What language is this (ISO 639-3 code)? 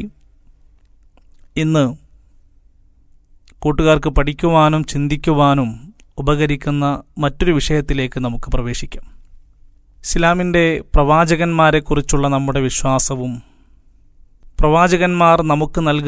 mal